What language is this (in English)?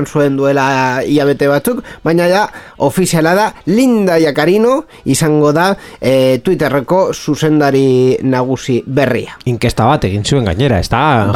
Basque